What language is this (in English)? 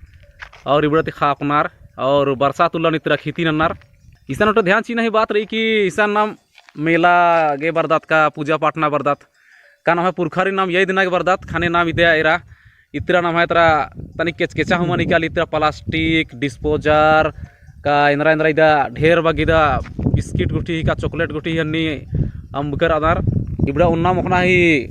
Kurukh